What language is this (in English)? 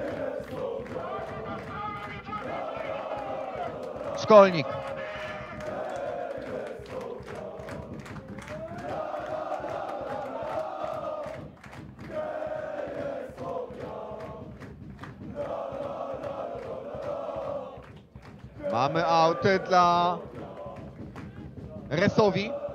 Polish